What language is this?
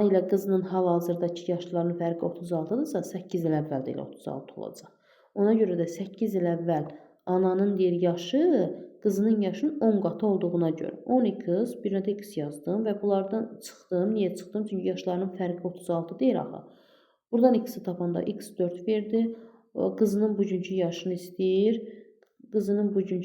Azerbaijani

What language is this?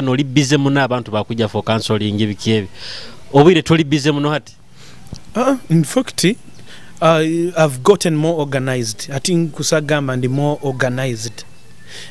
Nyoro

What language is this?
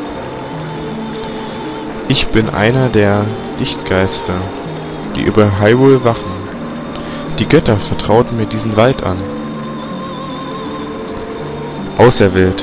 German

